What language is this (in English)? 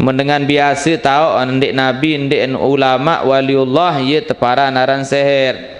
Sasak